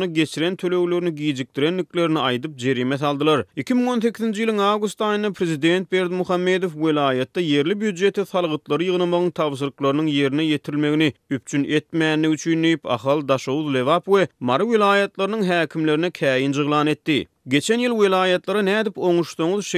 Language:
Turkmen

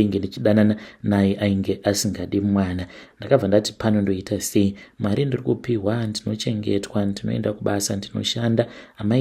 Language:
Shona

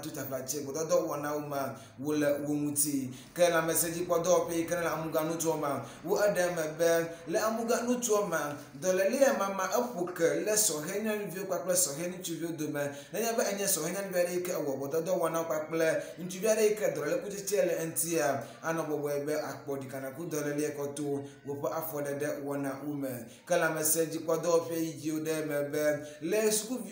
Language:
Ewe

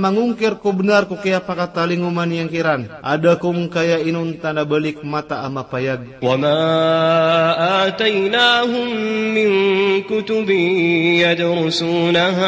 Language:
Maranao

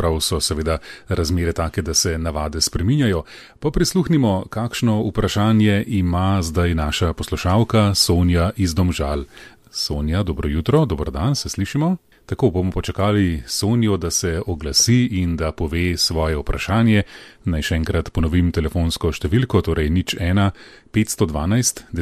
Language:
Slovenian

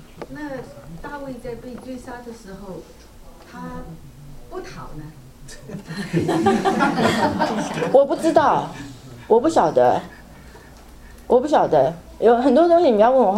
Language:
Chinese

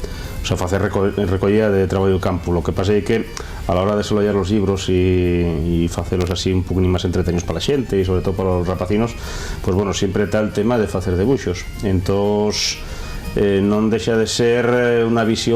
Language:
Asturian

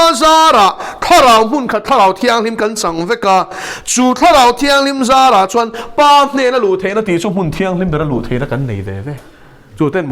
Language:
Mizo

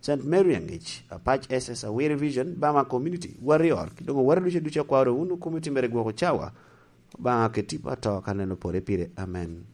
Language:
Lango (Uganda)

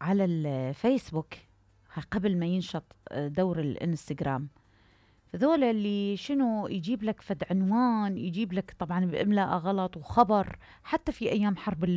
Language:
Mesopotamian Arabic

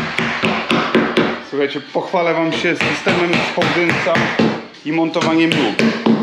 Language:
Polish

